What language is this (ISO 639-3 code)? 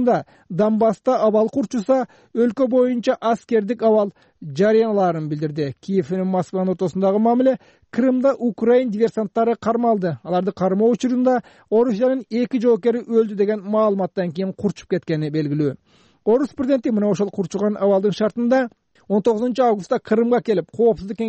kir